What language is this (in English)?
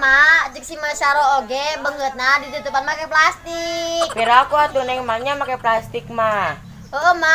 Sundanese